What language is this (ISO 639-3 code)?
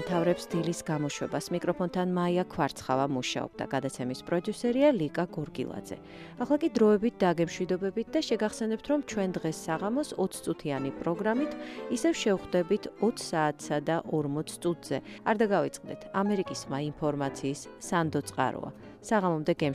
kat